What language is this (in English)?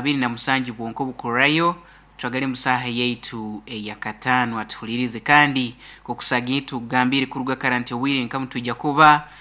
Nyankole